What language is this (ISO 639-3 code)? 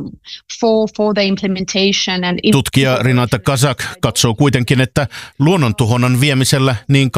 fin